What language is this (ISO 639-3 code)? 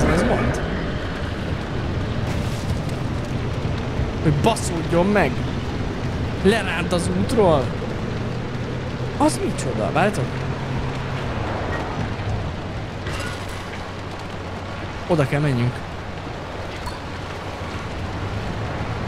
hun